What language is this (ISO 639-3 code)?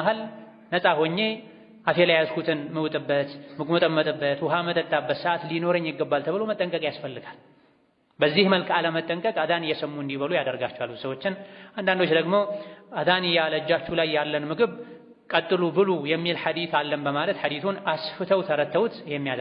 amh